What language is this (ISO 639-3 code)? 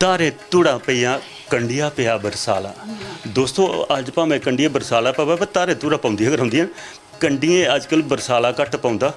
doi